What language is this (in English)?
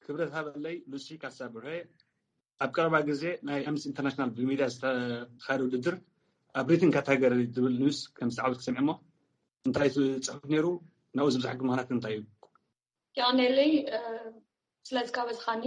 Tigrinya